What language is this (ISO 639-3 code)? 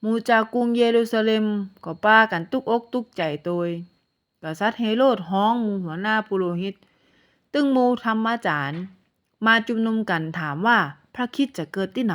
nod